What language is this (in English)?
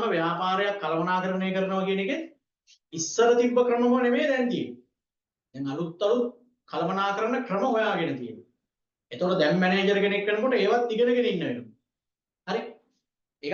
Sinhala